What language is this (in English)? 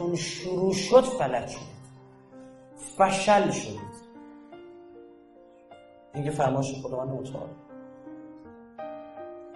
Persian